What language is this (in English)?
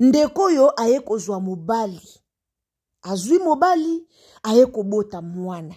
Lingala